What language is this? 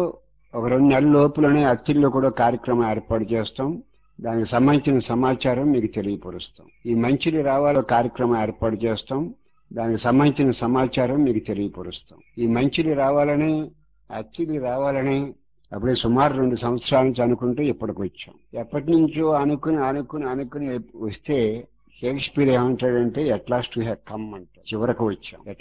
Telugu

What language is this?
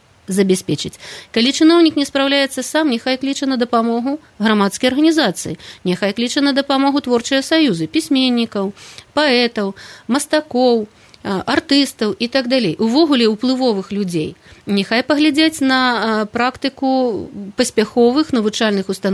Belarusian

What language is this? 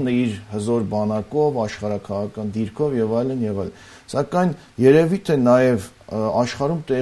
Armenian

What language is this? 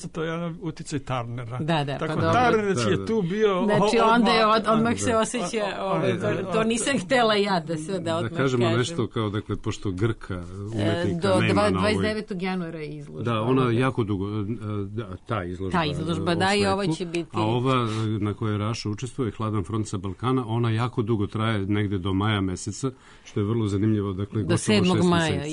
Serbian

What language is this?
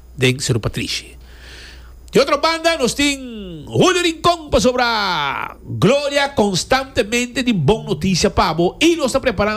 Papiamento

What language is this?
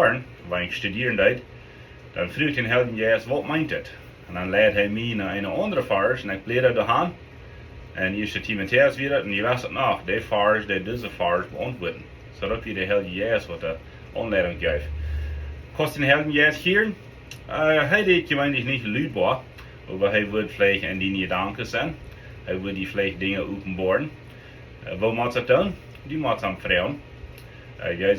Plautdietsch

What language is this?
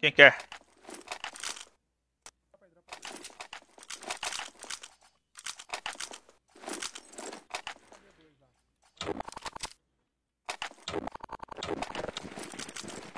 Portuguese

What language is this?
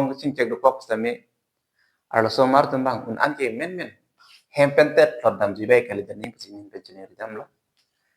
Karbi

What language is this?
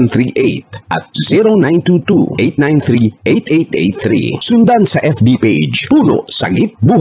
Filipino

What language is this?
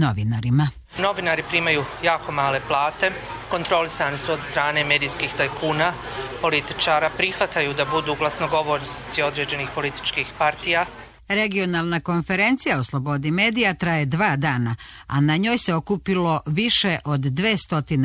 Serbian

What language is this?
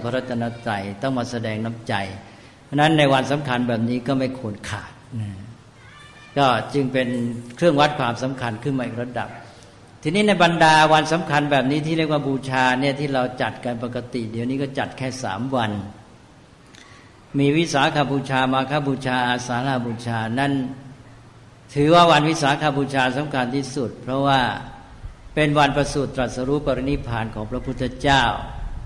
Thai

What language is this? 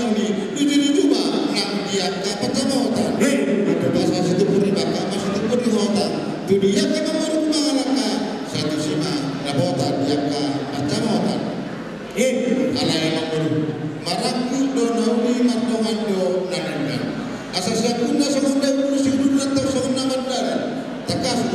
Batak Toba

